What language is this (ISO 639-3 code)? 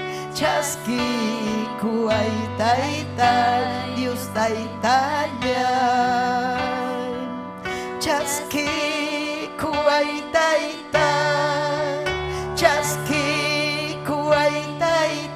quy